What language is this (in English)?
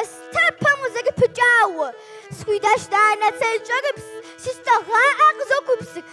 Kabardian